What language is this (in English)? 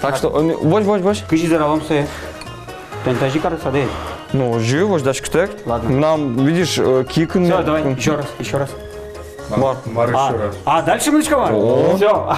Udmurt